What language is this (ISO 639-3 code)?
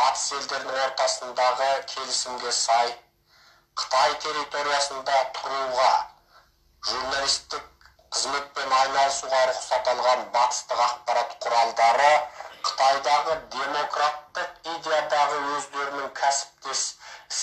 kaz